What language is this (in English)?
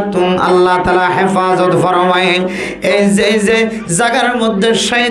Rohingya